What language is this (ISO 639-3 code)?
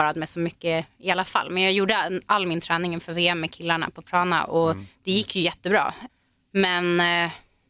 swe